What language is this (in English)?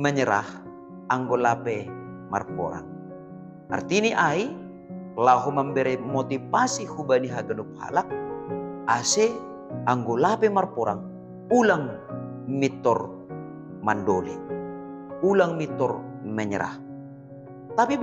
Batak Simalungun